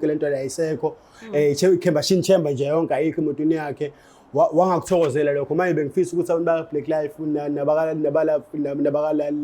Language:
Zulu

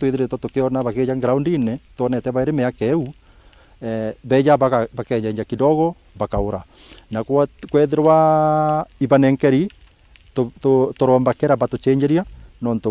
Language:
Meru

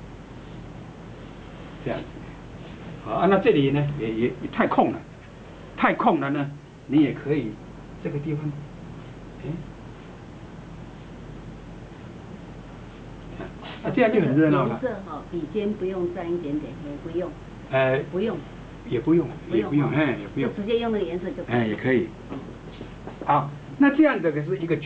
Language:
Chinese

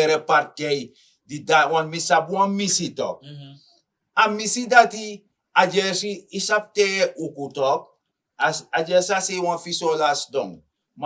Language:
Sranan Tongo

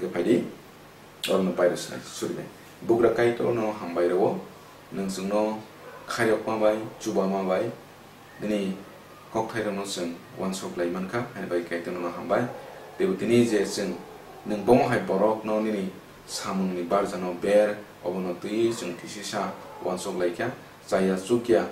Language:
Kok Borok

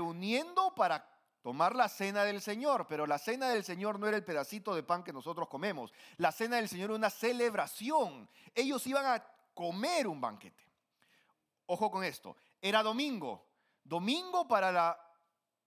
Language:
Spanish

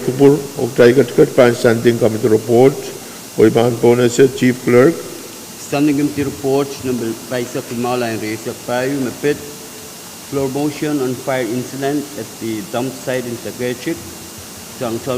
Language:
Pohnpeian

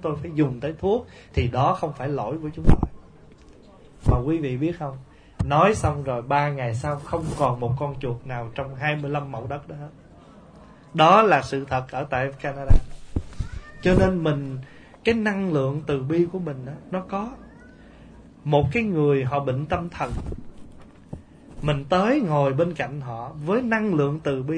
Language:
Vietnamese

